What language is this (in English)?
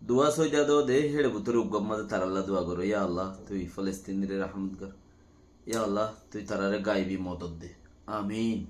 Rohingya